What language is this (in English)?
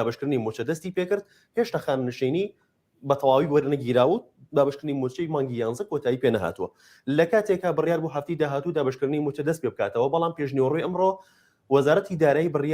Central Kurdish